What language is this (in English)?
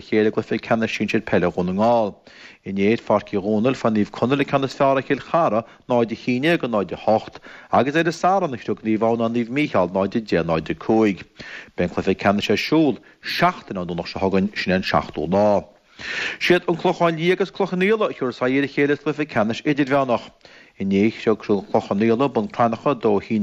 Irish